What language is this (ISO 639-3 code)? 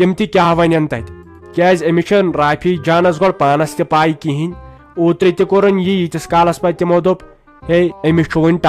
kas